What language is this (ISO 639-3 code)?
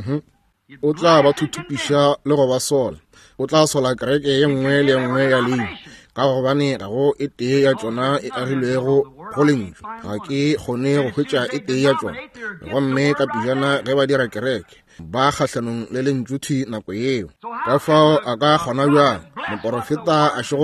nso